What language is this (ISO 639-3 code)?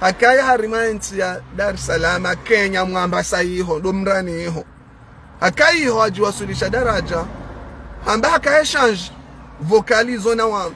zdj